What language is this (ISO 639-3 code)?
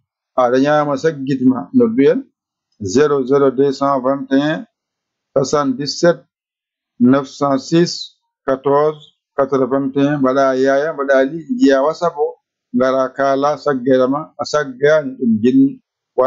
ful